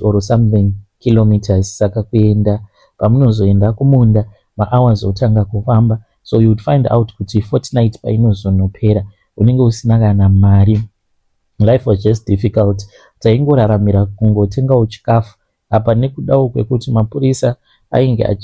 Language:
Shona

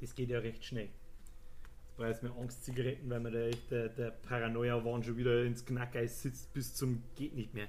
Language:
Bavarian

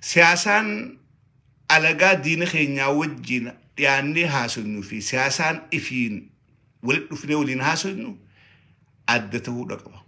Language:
Oromo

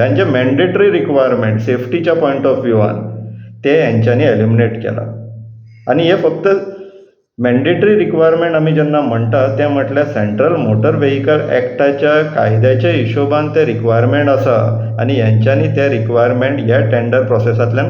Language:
Konkani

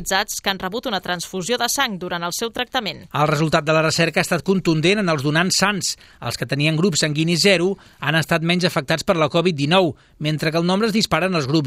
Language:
Catalan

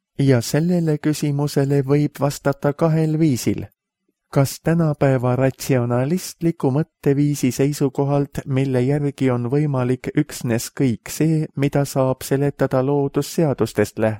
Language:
Estonian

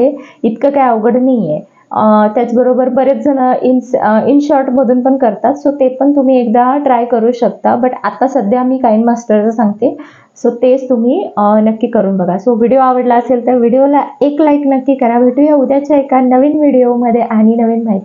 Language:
Marathi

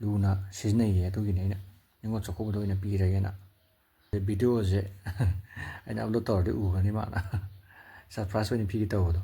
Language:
Manipuri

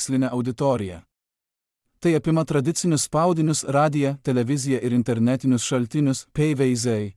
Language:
Lithuanian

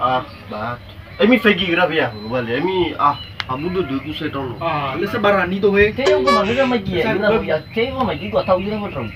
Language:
Nias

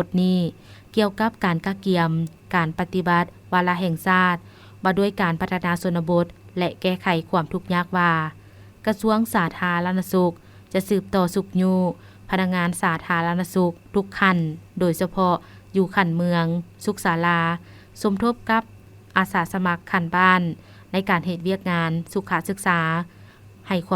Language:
Lao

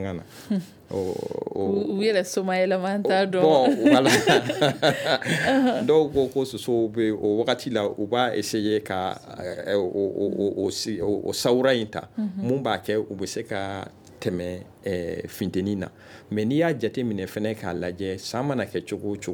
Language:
Bambara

